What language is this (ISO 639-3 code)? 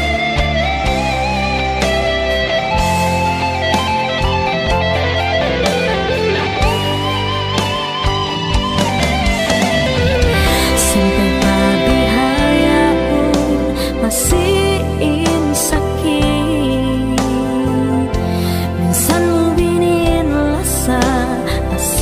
tsg